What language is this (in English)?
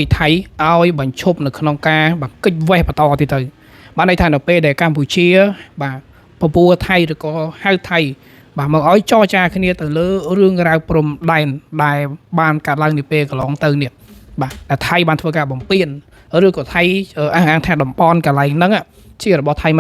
Khmer